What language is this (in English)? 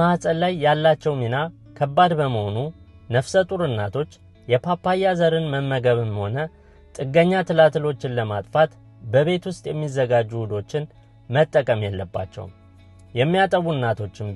Amharic